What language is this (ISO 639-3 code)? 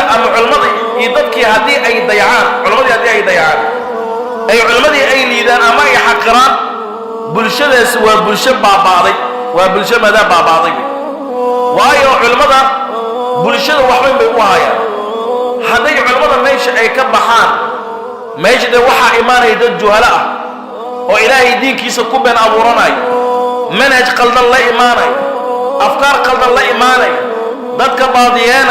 som